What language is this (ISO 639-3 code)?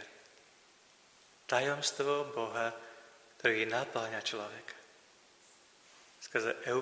slk